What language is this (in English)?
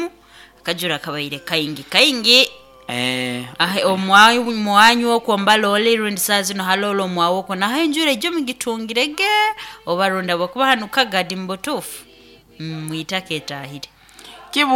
Nyoro